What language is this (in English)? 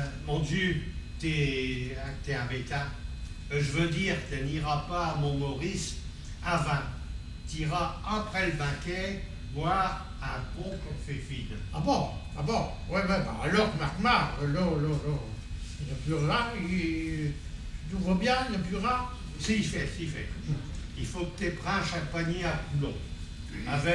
Picard